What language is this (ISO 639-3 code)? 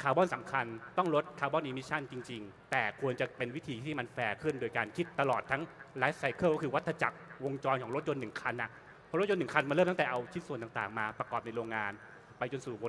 tha